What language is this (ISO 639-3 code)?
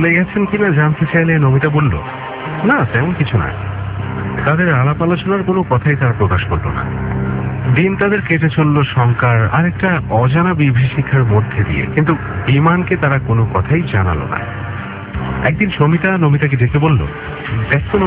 ben